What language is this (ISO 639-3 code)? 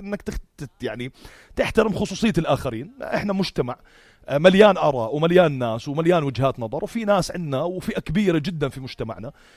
apc